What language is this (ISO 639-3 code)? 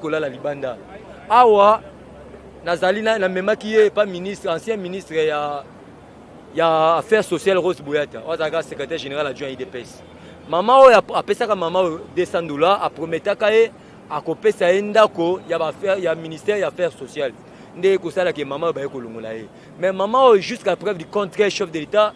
lin